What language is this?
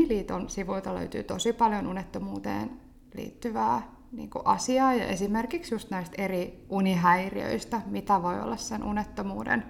Finnish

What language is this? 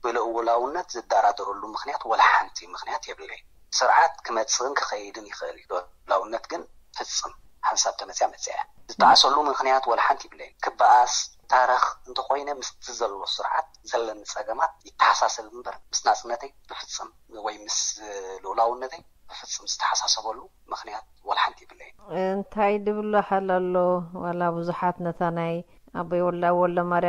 Tigrinya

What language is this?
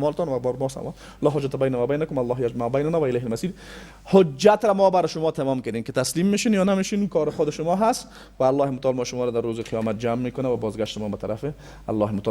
Persian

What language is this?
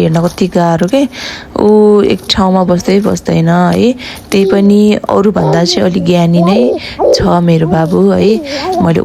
Nepali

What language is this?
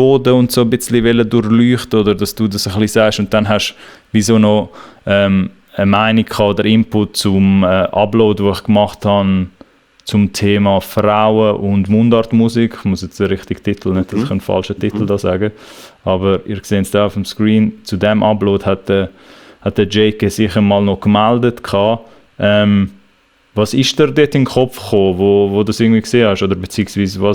Swiss German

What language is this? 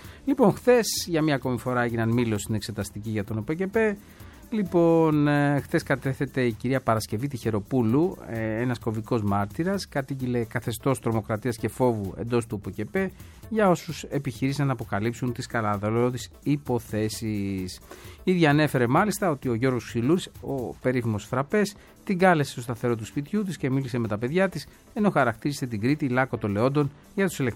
Greek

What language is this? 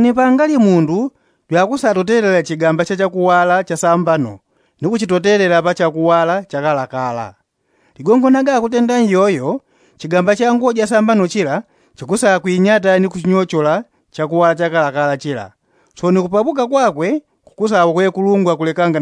Yao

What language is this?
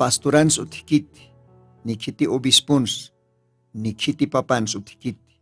Aymara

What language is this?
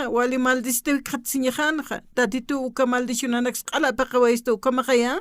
Aymara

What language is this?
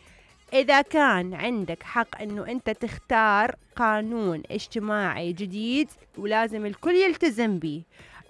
Mesopotamian Arabic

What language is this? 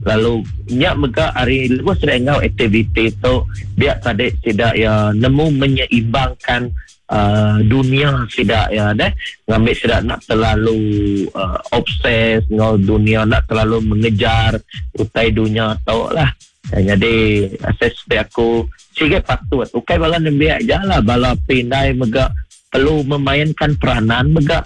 Iban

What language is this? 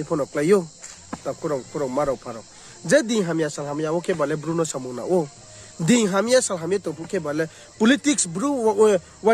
Riang (India)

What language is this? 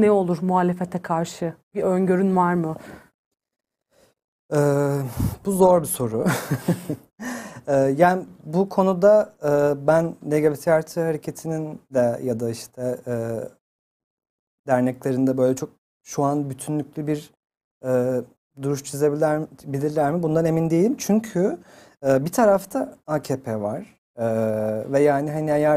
Turkish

